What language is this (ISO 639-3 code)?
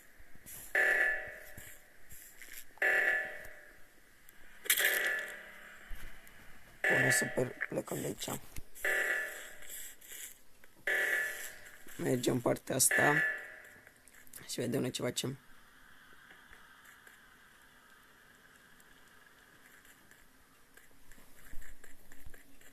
ron